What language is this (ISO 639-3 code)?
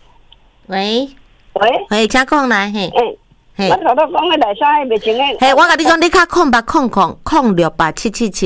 nan